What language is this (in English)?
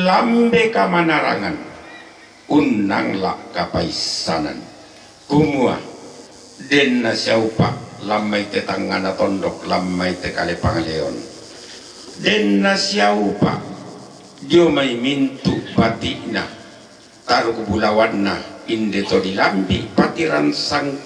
Toraja-Sa'dan